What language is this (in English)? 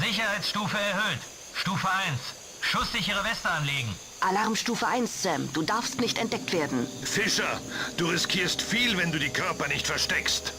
Bavarian